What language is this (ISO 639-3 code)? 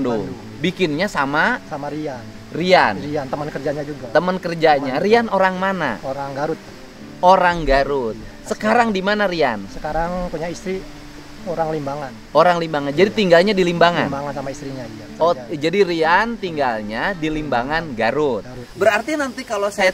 ind